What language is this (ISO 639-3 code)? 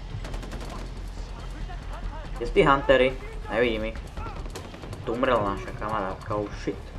slk